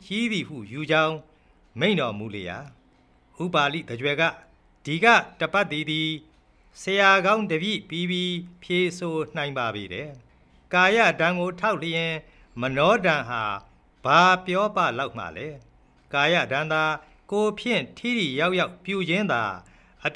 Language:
Burmese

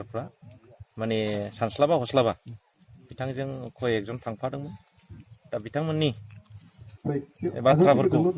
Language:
Bodo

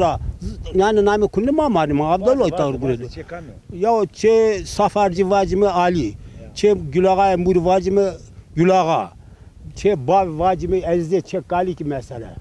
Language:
Zaza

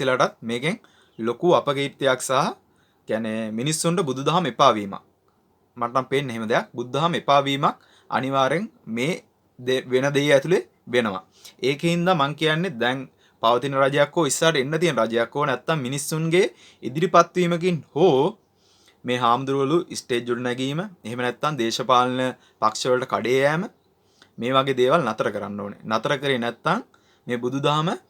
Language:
Sinhala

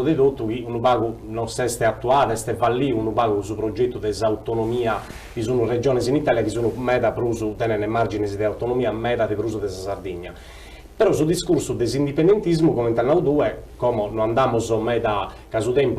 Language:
Sardinian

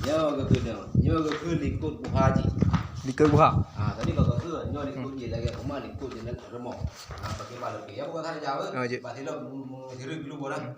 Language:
Achinese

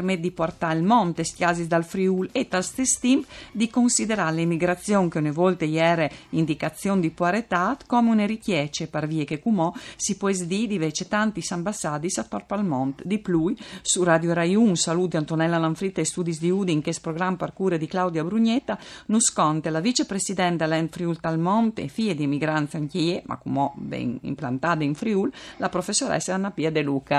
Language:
Friulian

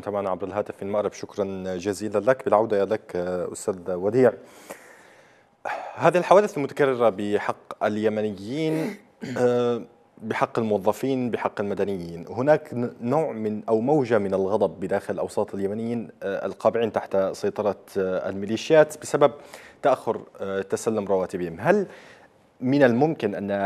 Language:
Arabic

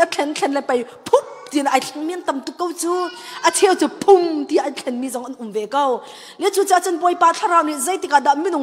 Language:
Hakha Chin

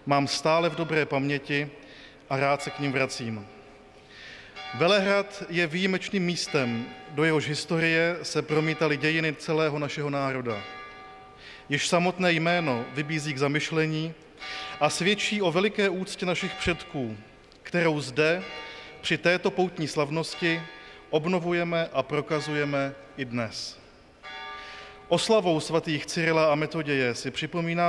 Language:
Czech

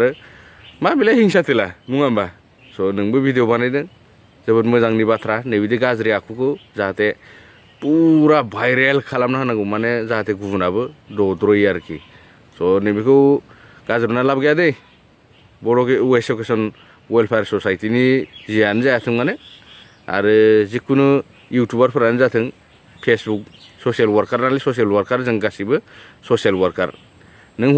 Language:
Bodo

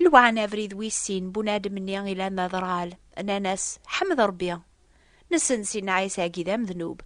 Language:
Kabyle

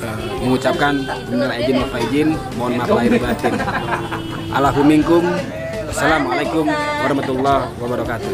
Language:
Betawi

